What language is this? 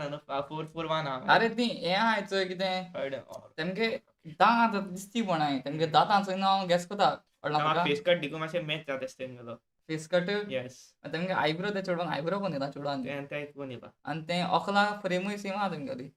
Konkani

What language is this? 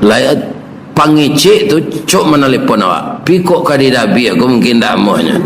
Minangkabau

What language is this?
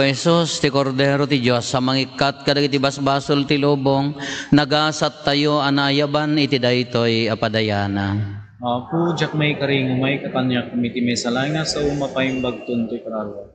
Iloko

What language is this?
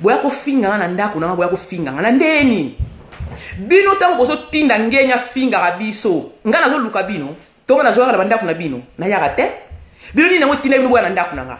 Lingala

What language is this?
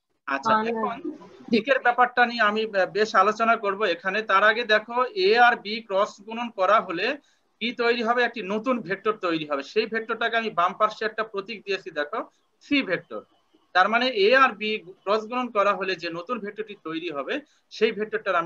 Bangla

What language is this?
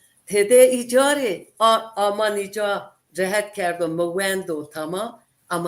Zaza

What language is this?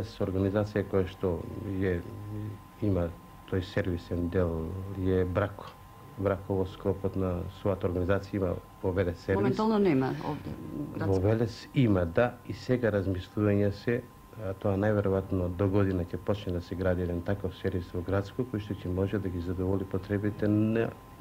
Macedonian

